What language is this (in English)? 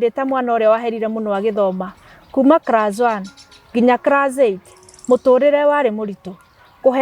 Kikuyu